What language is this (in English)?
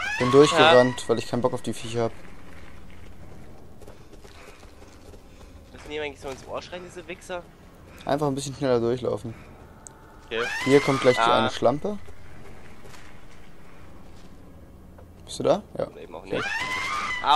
German